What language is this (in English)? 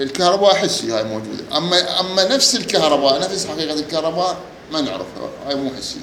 Mesopotamian Arabic